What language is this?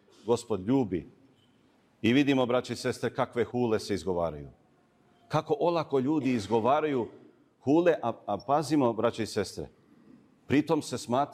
Serbian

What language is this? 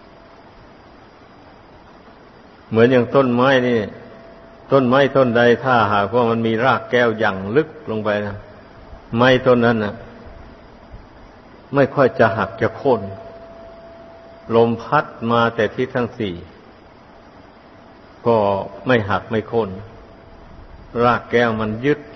Thai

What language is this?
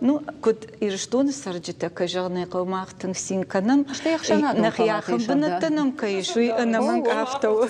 Ossetic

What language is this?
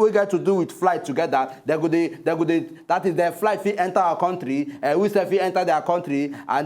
Nigerian Pidgin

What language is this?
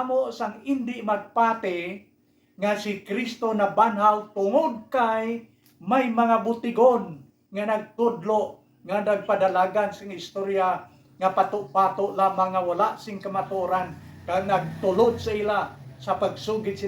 Hiligaynon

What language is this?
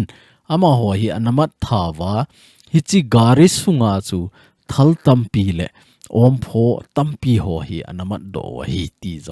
Thado Chin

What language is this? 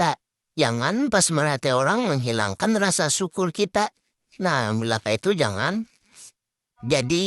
Banjar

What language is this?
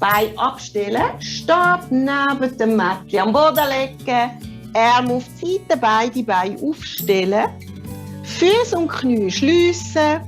Swiss German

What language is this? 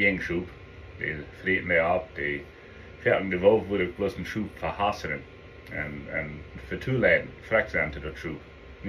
Plautdietsch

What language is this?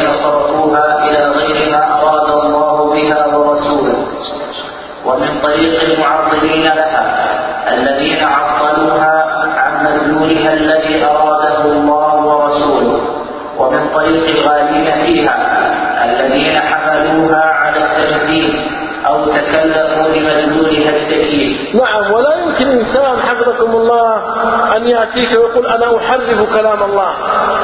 Arabic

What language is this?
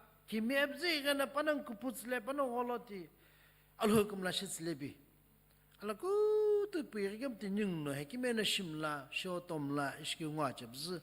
Sumi Naga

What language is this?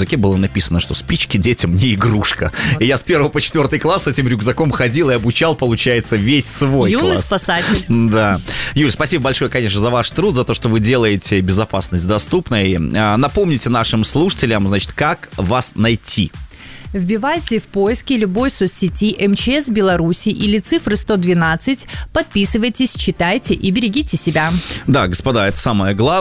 Russian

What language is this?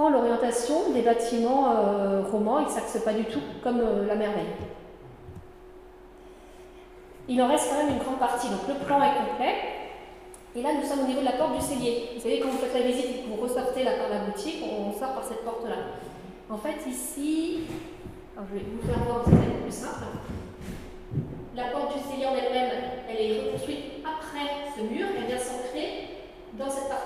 French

